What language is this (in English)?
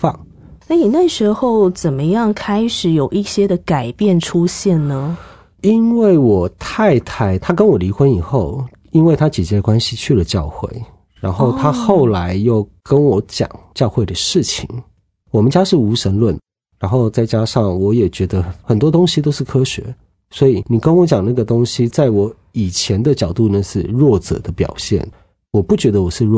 Chinese